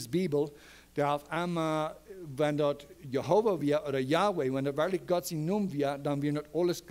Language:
Plautdietsch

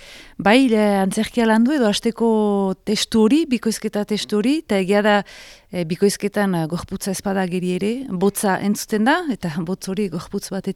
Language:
Basque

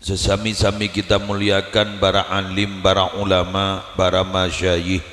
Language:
Madurese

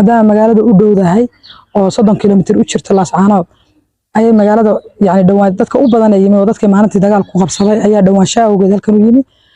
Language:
Somali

